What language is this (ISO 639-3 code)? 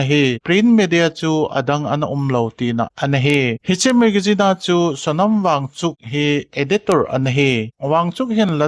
tcz